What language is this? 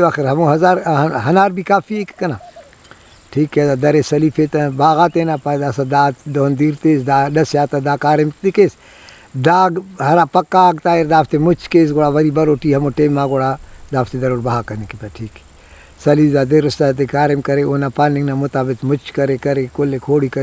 Brahui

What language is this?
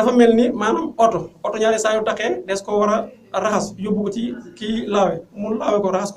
Wolof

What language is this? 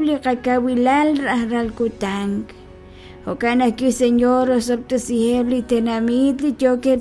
Kekchí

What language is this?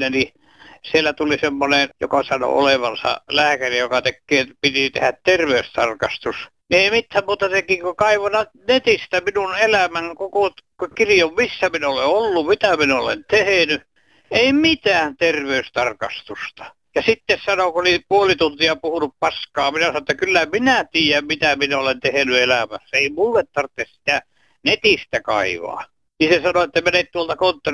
Finnish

